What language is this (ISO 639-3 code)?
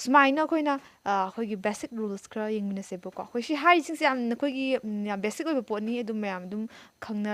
mni